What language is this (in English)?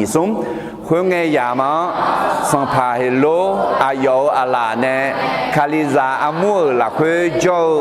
Akha